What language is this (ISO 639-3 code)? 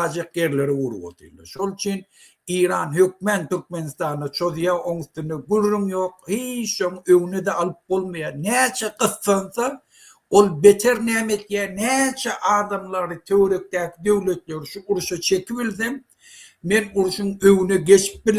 tuk